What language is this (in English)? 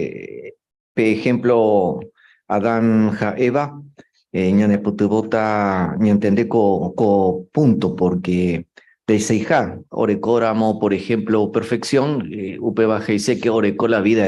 Guarani